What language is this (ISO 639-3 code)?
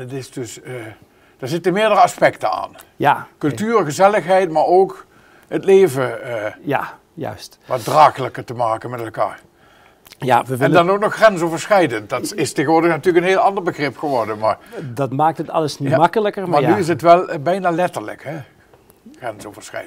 lim